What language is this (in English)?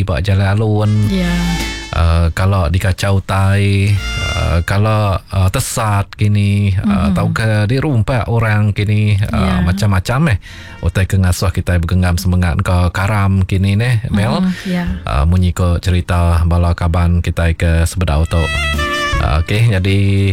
Iban